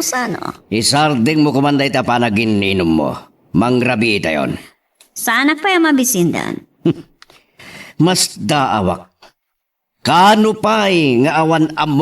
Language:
Iloko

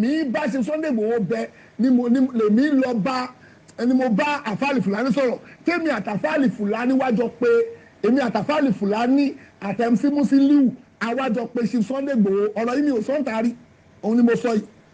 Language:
Yoruba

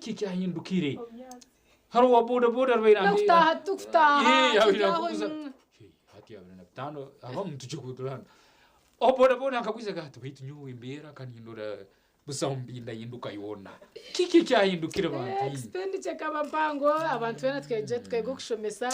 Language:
Nyankole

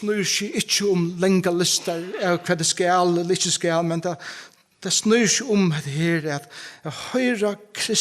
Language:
Faroese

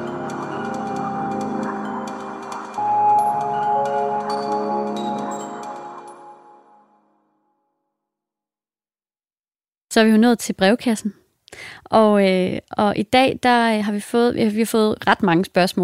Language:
Danish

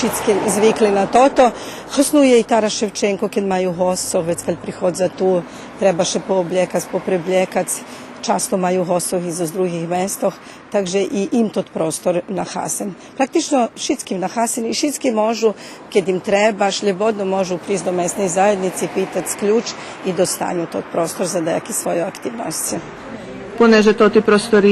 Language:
Rusyn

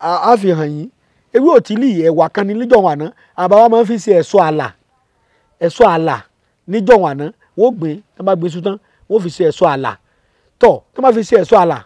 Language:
Yoruba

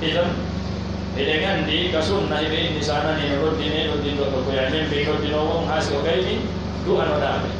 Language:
Pular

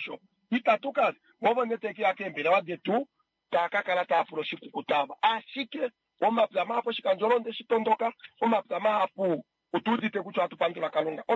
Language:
Kuanyama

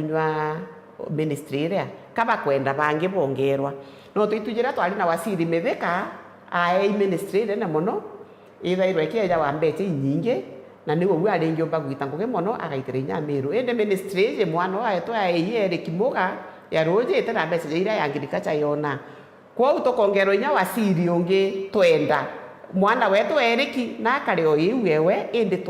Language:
Meru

